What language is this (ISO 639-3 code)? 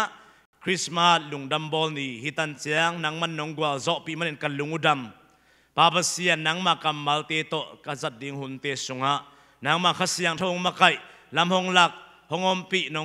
ctd